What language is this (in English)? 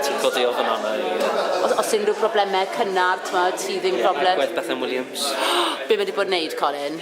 Welsh